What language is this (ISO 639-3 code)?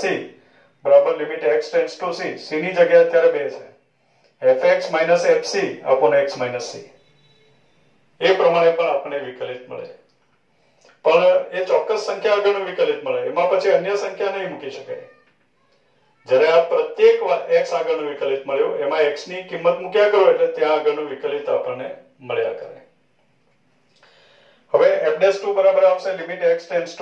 guj